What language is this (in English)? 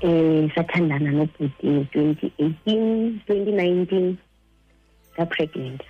Xhosa